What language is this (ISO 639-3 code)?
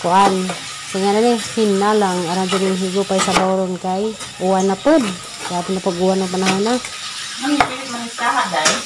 ceb